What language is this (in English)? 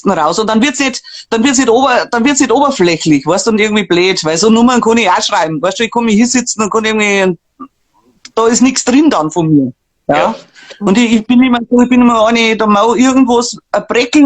Bavarian